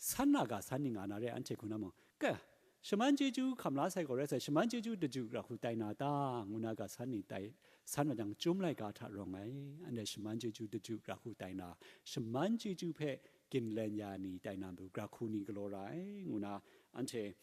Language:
Kachin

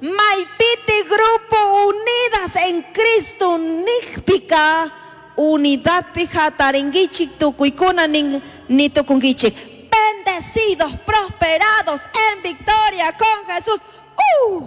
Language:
Chimborazo Highland Quichua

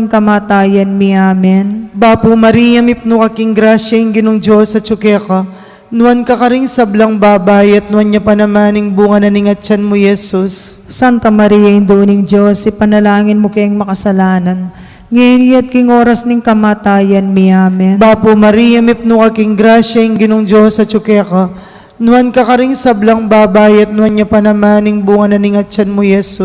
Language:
Pampanga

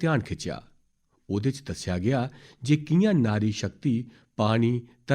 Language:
Dogri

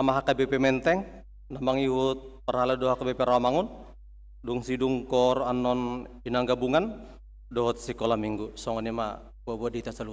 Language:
Batak Toba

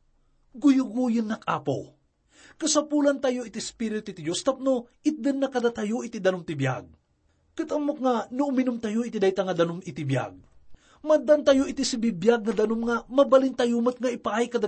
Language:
Iloko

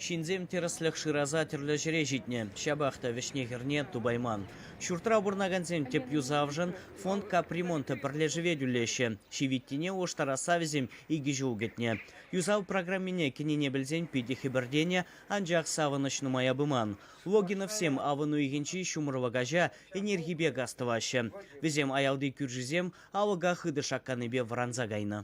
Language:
Chuvash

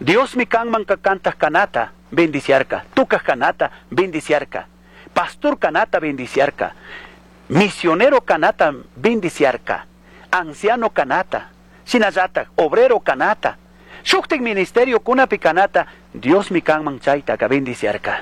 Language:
Chimborazo Highland Quichua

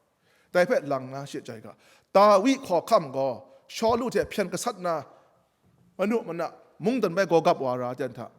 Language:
Kachin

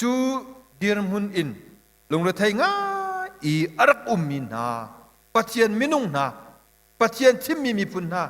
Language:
Hakha Chin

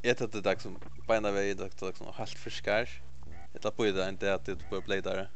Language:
Faroese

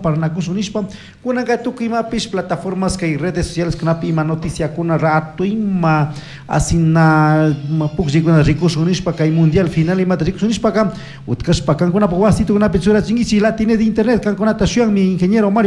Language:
Chimborazo Highland Quichua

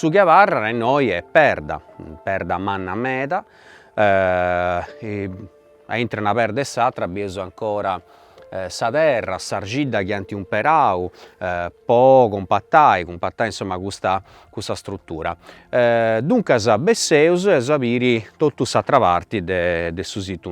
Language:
Sardinian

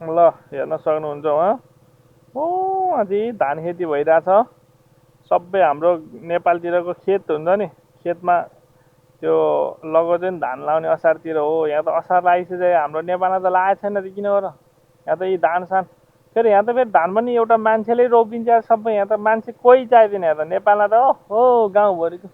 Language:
Nepali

